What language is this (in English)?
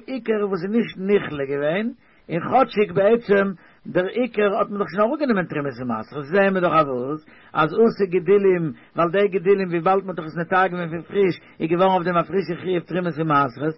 Yiddish